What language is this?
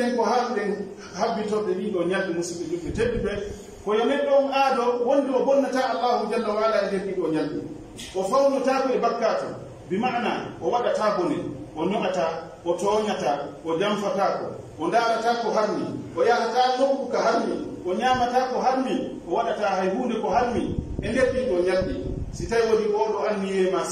Pular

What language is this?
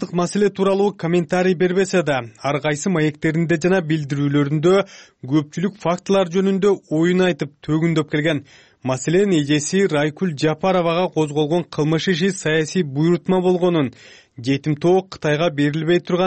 Kyrgyz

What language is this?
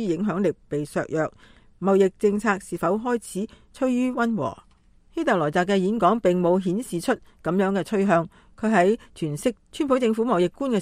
Cantonese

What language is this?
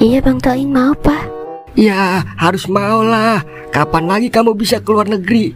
Betawi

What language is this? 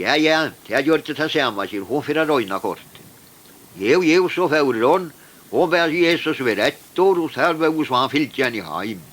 Faroese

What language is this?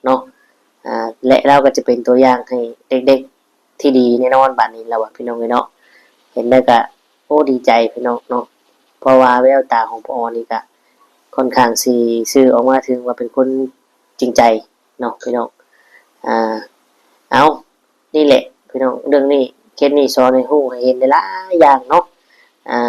Lao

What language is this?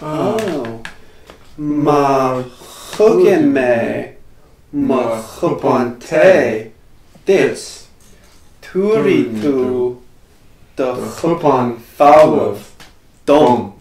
Irish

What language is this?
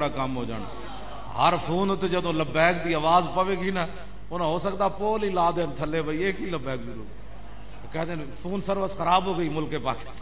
Western Panjabi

